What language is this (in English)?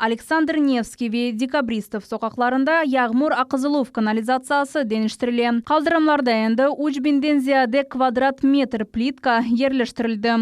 Crimean Tatar